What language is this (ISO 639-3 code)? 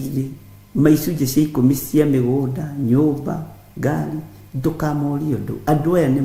kik